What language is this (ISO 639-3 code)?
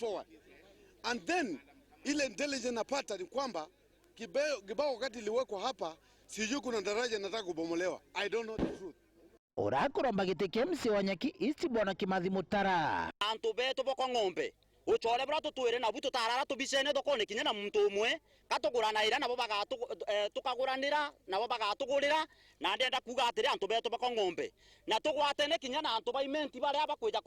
mer